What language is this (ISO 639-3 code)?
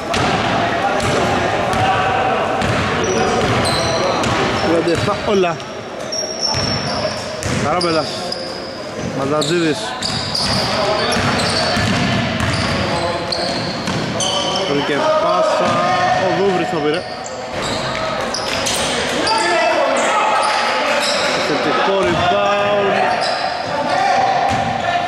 ell